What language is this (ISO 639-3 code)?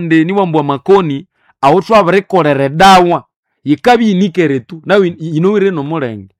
nnb